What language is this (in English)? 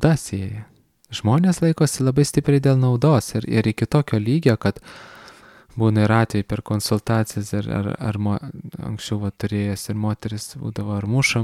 Lithuanian